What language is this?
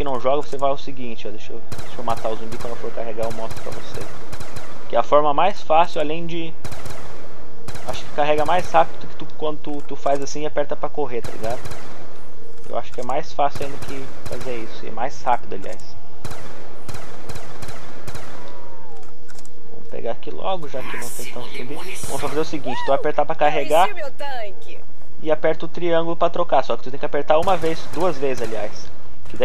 Portuguese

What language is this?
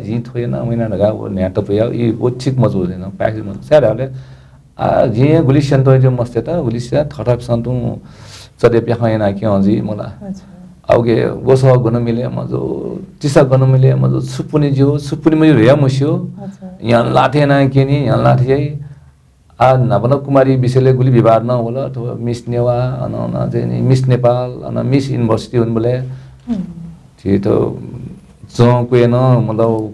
Newari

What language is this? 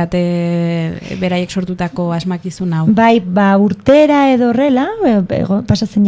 Basque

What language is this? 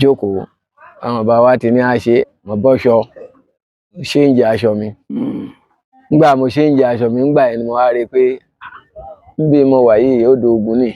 Yoruba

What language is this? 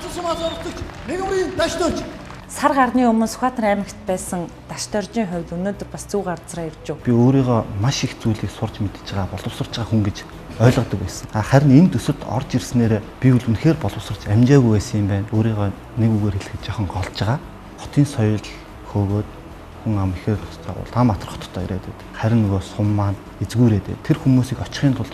Mongolian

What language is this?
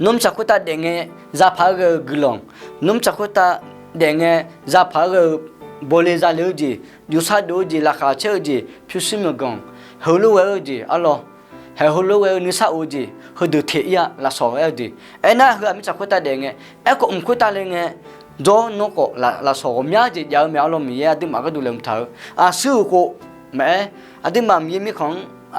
Akha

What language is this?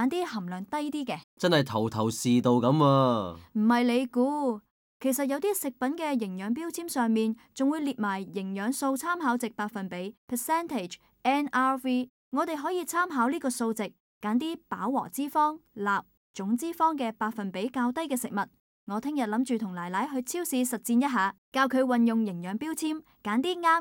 Cantonese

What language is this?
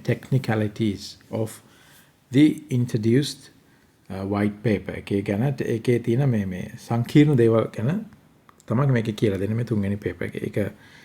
Sinhala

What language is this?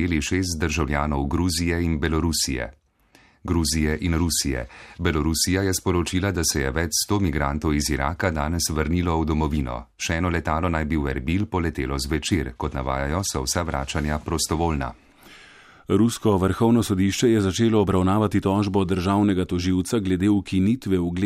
Slovenian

